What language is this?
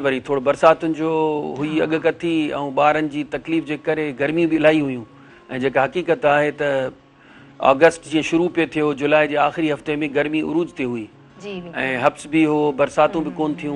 Sindhi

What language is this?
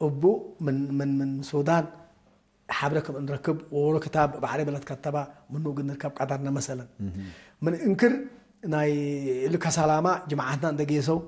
Tigre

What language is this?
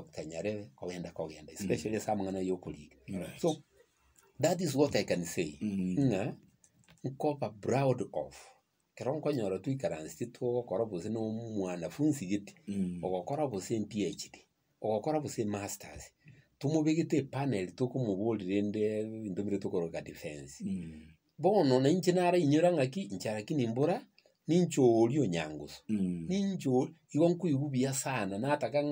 Gusii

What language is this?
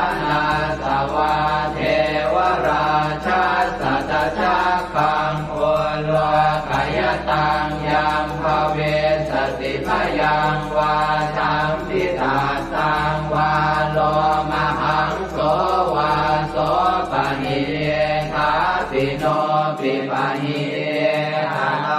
Pali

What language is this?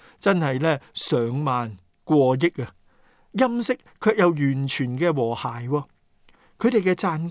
Cantonese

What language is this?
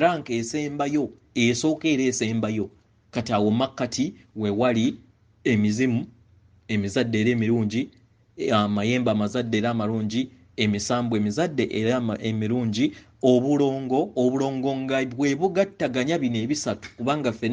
Ganda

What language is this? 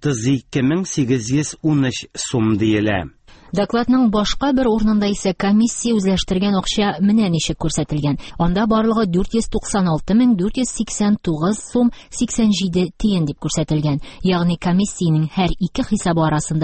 Tatar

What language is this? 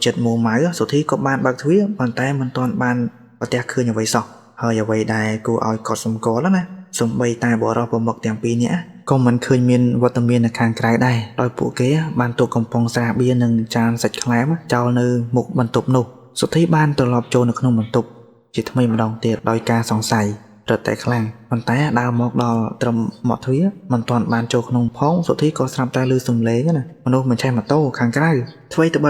Khmer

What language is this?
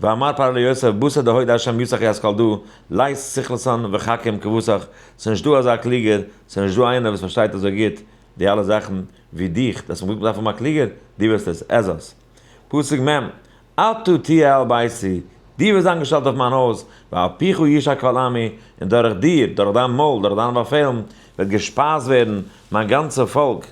Yiddish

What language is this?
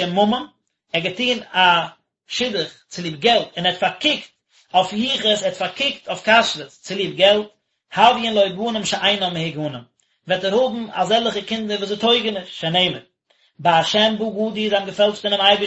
Yiddish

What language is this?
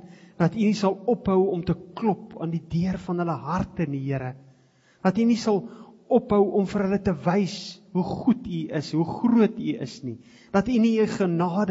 Afrikaans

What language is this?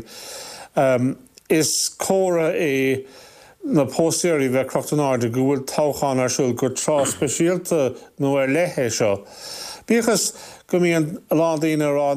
Irish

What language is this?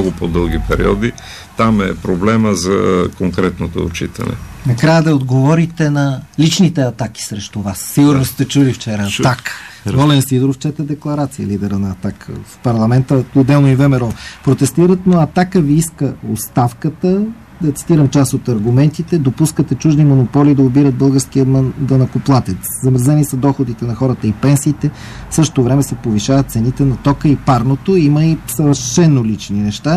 Bulgarian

